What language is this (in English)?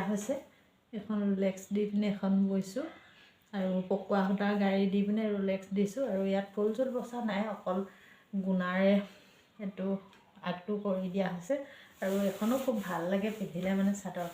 Assamese